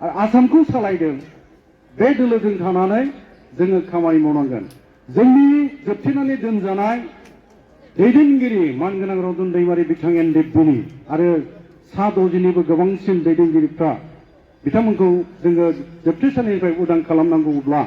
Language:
Bodo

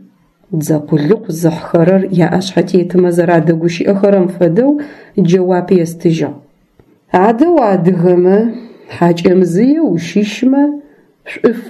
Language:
Adyghe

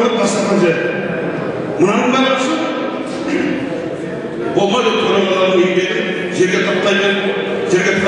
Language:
Kazakh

